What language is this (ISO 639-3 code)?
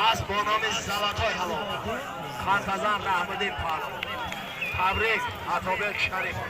tgk